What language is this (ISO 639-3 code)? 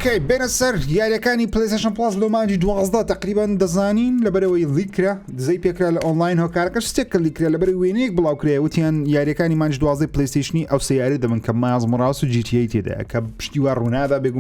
ckb